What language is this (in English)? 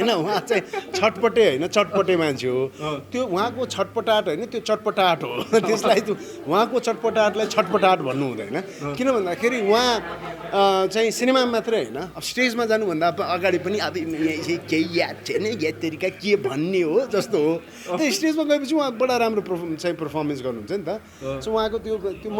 Nepali